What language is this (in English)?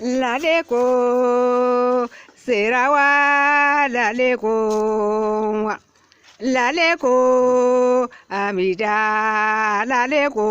Hausa